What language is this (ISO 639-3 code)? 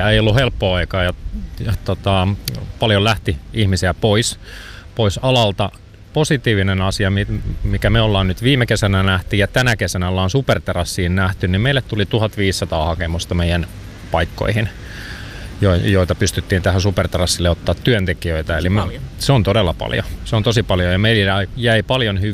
fin